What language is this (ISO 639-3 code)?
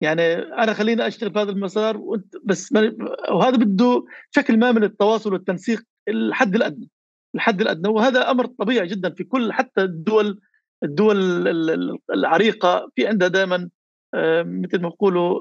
apc